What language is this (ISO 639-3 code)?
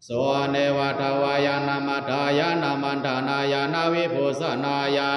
pli